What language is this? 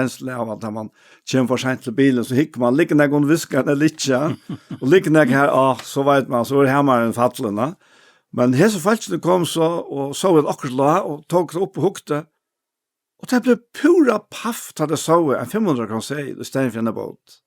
Faroese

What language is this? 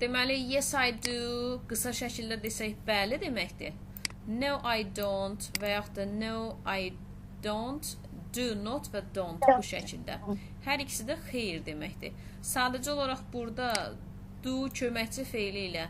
Azerbaijani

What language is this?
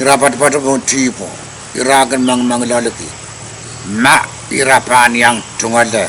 Pohnpeian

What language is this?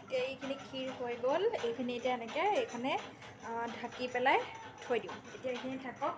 Assamese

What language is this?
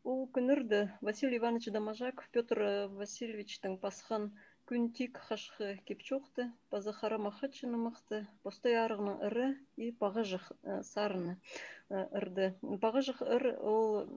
Khakas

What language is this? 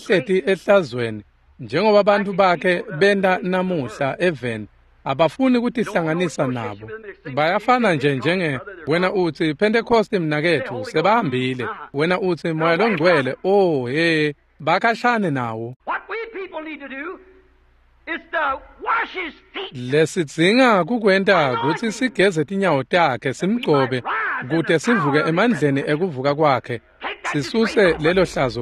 Swati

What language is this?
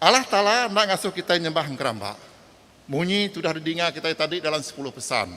Iban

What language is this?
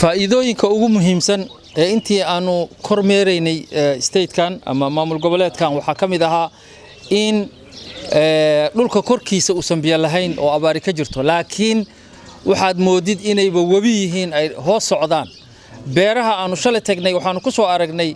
Somali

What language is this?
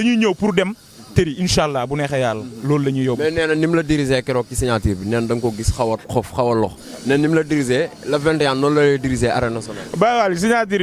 Wolof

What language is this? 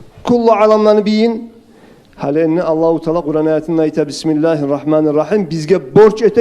Kumyk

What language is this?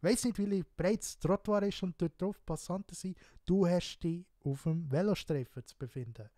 Swiss German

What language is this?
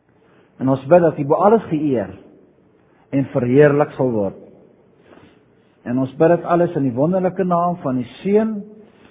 Afrikaans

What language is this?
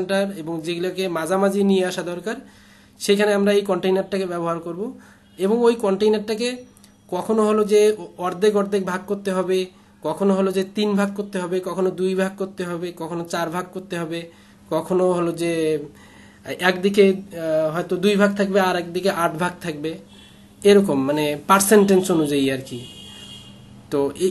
Bangla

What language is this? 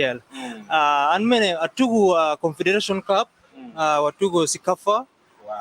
Acoli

